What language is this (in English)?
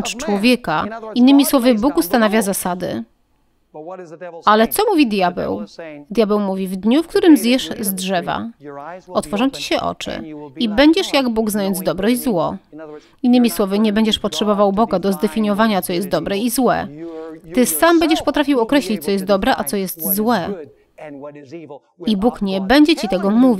Polish